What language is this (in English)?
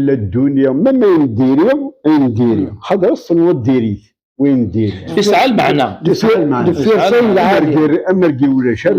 Kabyle